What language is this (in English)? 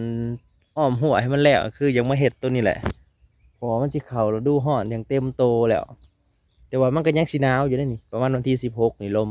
Lao